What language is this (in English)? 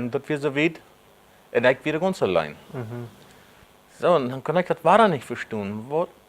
Plautdietsch